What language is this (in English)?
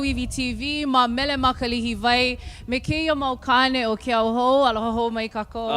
Hawaiian